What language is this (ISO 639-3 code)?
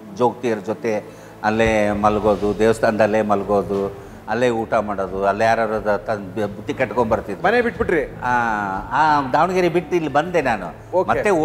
kan